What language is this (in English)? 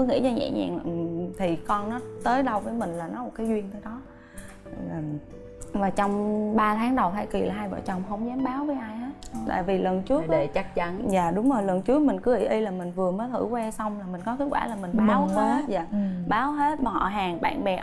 Vietnamese